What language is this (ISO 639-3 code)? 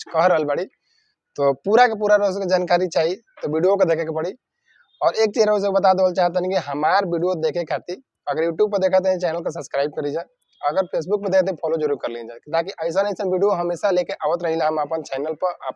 bho